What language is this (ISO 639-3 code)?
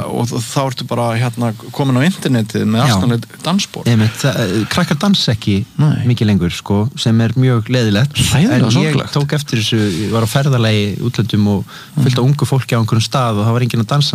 isl